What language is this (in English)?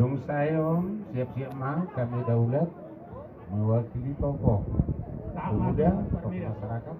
Batak Toba